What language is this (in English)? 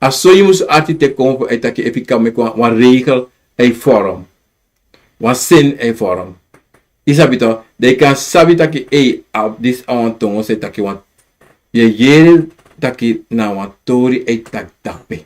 Sranan Tongo